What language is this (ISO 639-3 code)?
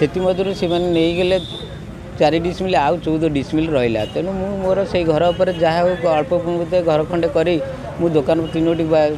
ori